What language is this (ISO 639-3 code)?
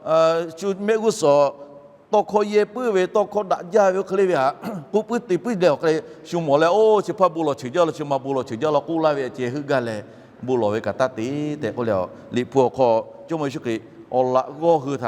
lhu